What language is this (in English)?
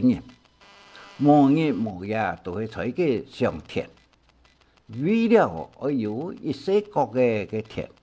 Hakka Chinese